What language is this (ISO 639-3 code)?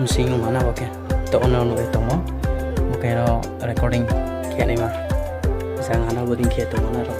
ria